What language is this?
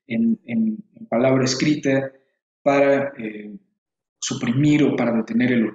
Spanish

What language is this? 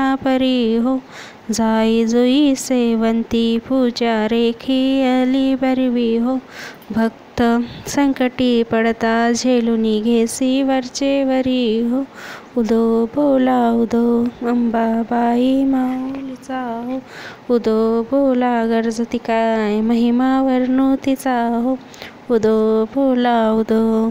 Marathi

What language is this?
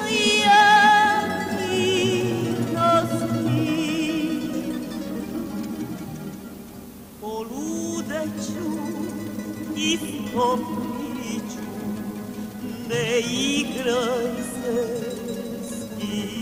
Serbian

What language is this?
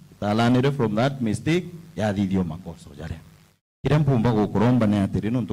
Meru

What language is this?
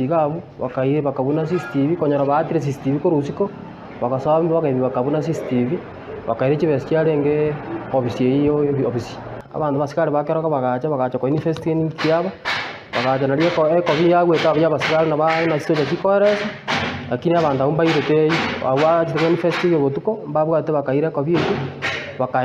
Gusii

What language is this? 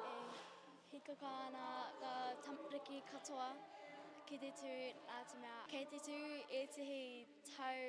Māori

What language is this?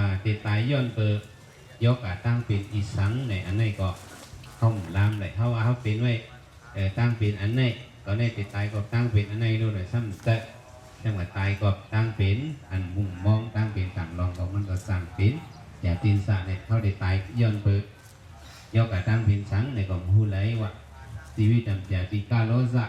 Shan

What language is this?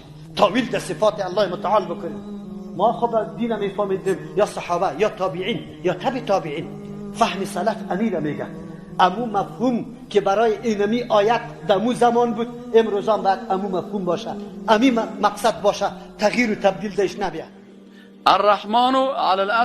Persian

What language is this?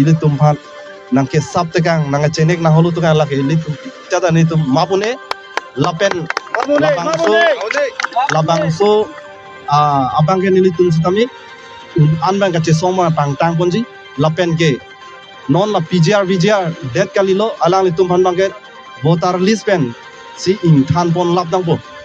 Karbi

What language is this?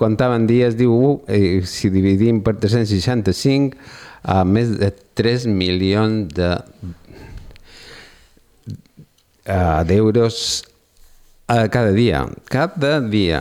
Catalan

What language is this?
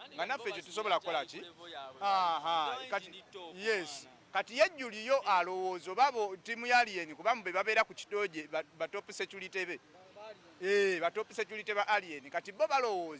Ganda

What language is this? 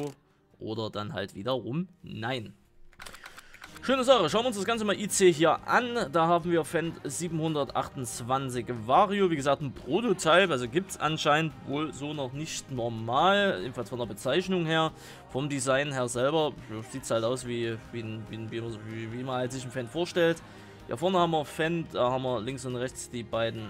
German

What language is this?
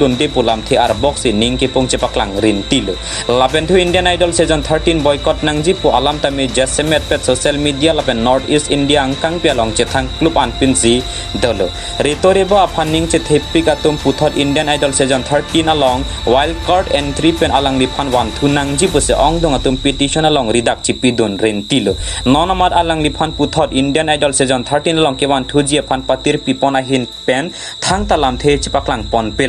Karbi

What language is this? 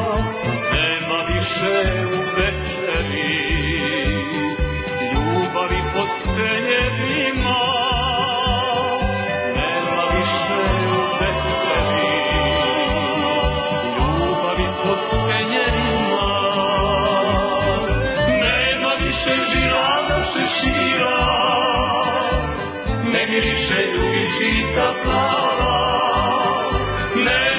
Serbian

